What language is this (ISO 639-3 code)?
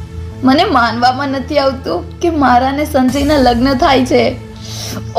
guj